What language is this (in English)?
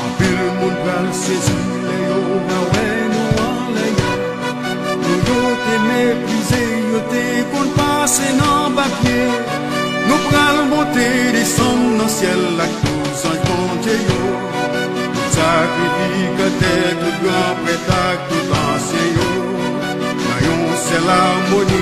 Haitian Creole